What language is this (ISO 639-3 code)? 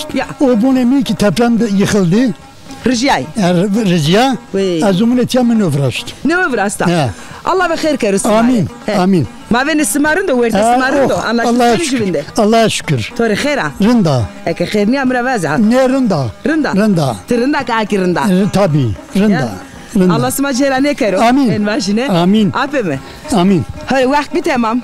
zza